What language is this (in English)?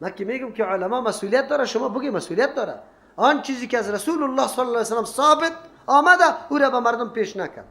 Persian